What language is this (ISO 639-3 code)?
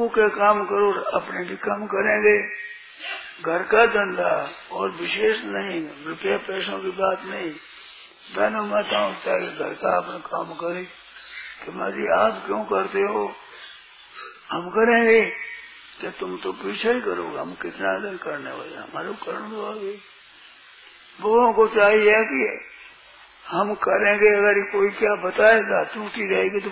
hin